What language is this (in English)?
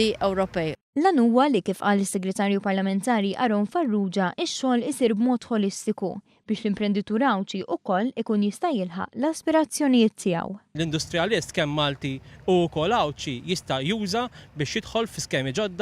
Maltese